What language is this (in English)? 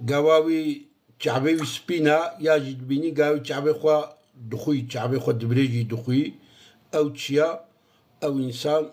Kurdish